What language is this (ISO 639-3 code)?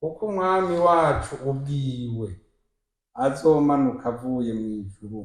run